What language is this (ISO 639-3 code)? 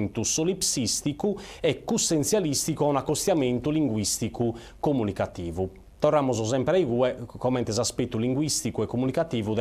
srd